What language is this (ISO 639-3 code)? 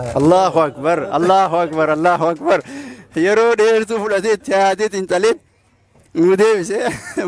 orm